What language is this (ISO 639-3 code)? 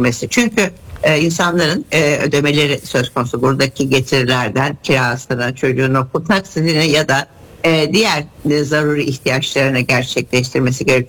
tur